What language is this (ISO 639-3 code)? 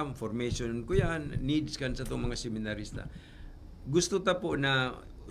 bik